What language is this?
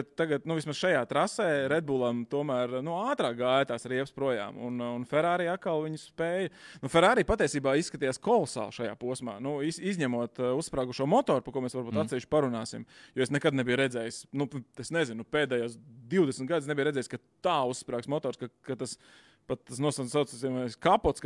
Latvian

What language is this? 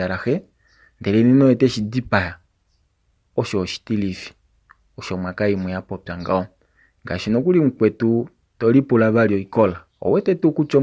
Kuanyama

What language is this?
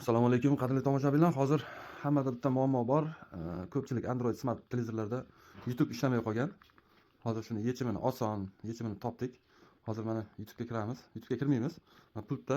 Uzbek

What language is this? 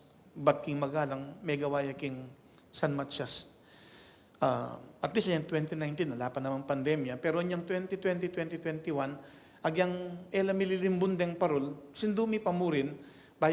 Pampanga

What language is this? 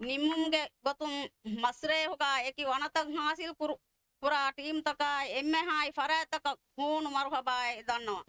Divehi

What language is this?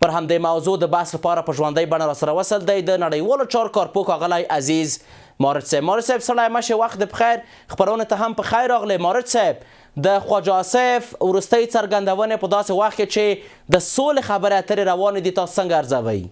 Pashto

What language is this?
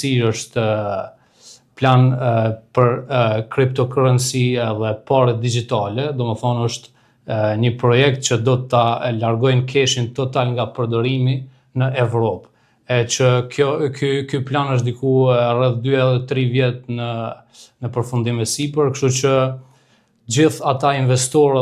Albanian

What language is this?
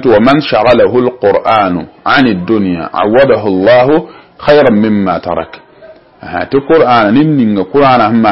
Mossi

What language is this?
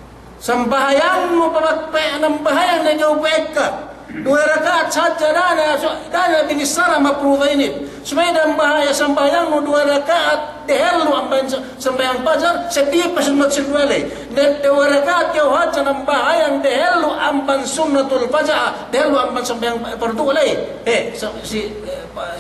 Yakan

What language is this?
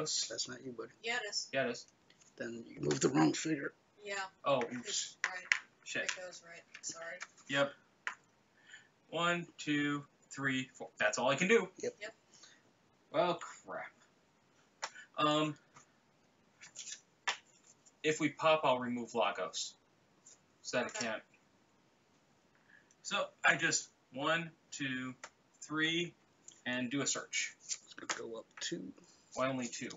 English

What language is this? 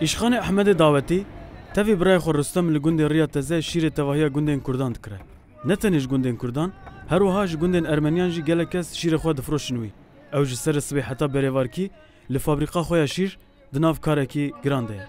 Kurdish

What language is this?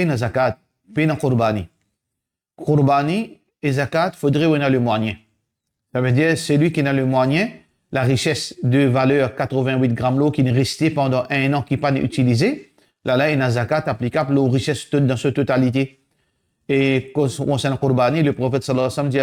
Morisyen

